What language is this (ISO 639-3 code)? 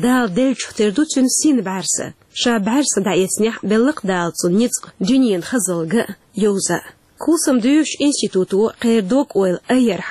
che